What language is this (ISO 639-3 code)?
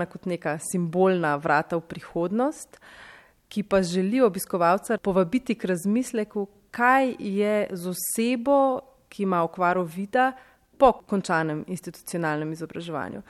slv